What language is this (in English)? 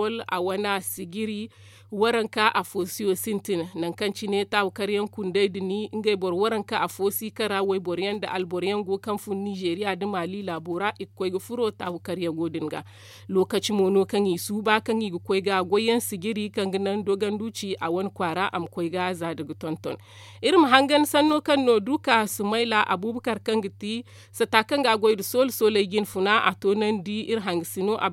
Zarma